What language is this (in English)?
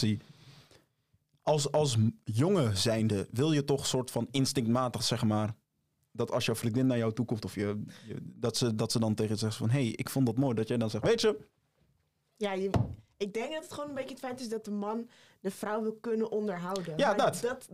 Dutch